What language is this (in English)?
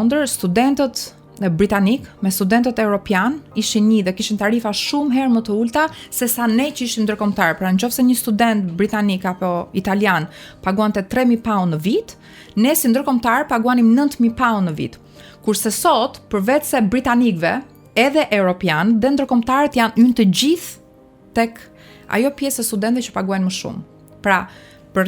Albanian